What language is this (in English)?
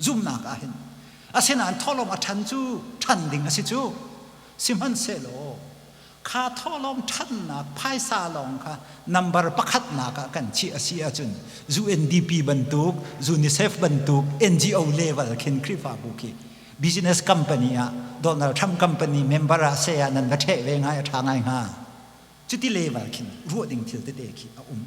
Hakha Chin